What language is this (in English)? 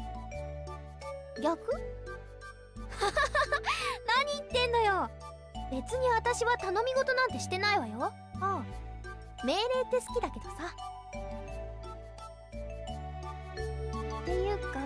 Japanese